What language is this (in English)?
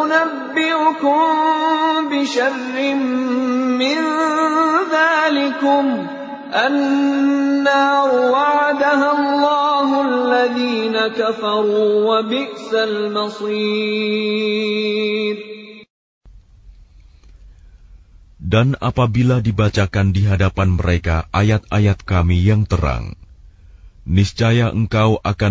Indonesian